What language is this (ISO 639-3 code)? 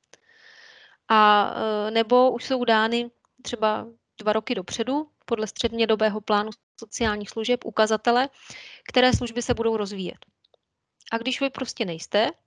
ces